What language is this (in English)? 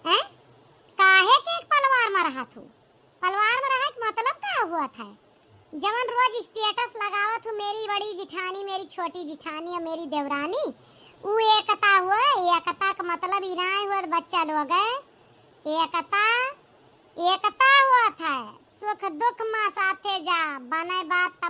Awadhi